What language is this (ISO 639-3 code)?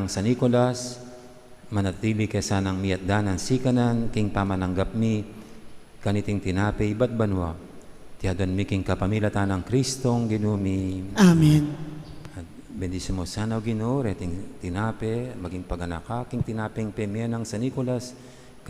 pam